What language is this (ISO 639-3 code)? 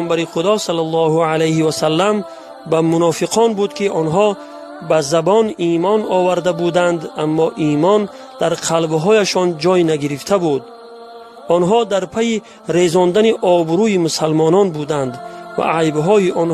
tgk